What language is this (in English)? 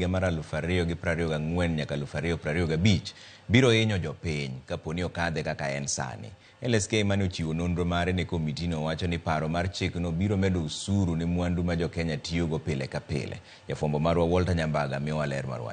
Luo (Kenya and Tanzania)